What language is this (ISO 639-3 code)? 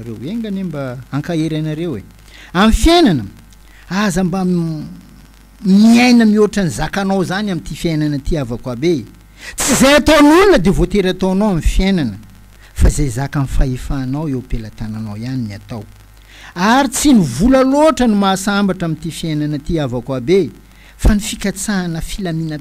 mlg